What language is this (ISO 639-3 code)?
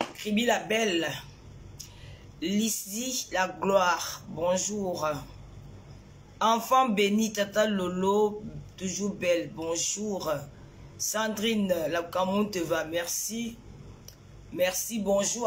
fra